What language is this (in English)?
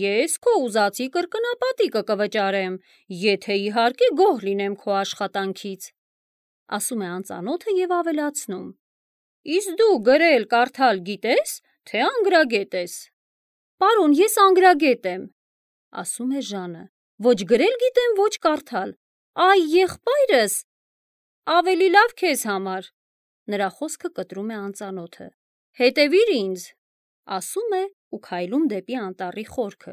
Armenian